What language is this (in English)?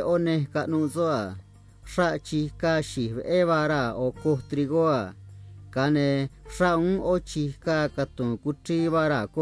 Copala Triqui